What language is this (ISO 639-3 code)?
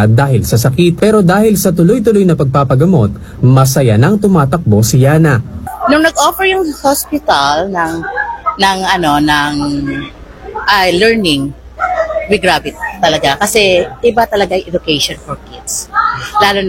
fil